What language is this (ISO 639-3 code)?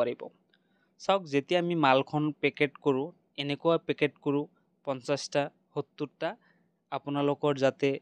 asm